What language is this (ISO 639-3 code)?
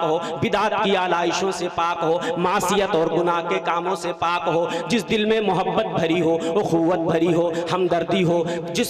urd